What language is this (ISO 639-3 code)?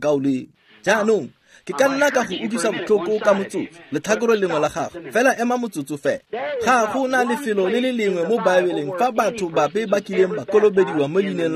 tsn